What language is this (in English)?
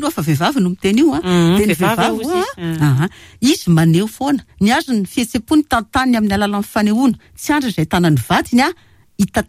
Malagasy